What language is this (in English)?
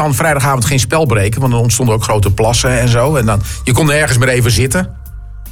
Dutch